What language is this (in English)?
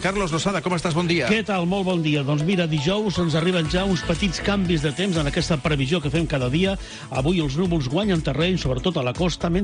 Catalan